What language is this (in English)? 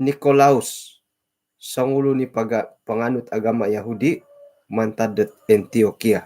Central Dusun